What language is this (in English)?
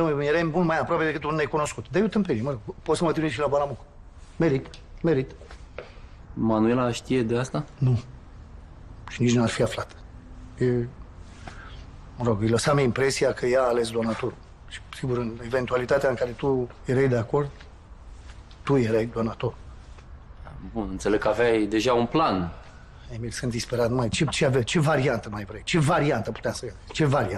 Romanian